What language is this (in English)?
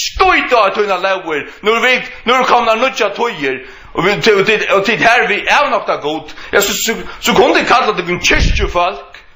Faroese